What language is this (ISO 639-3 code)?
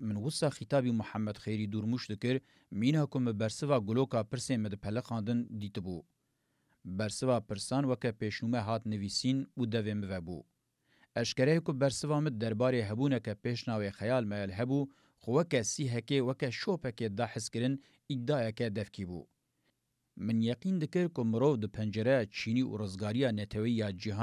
kur